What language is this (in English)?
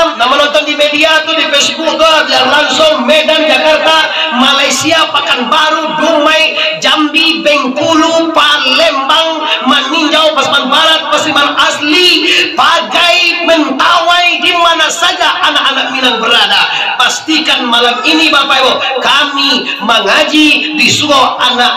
Minangkabau